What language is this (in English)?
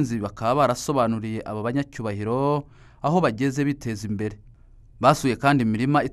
Kinyarwanda